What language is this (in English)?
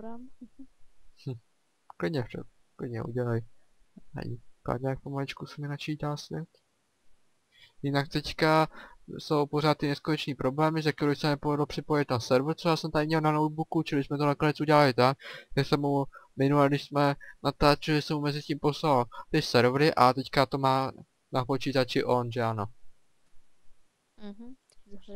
Czech